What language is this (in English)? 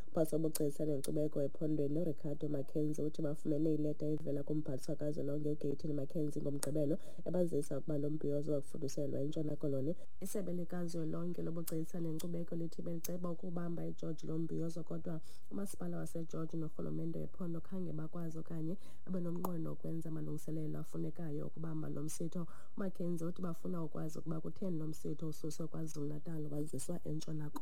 Xhosa